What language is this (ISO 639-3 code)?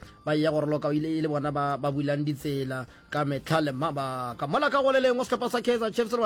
nso